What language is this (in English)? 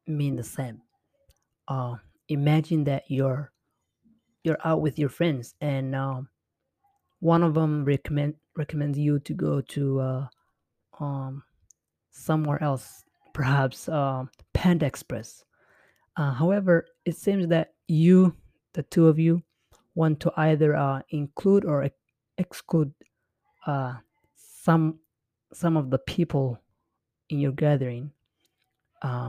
English